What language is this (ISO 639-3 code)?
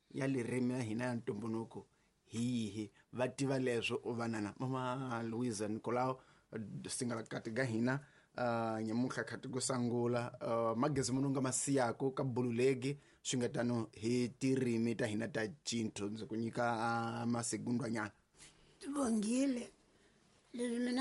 tso